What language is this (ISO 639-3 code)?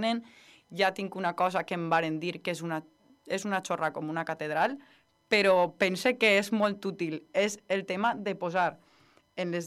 cat